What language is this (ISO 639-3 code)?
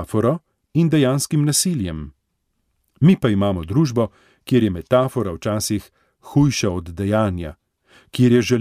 slv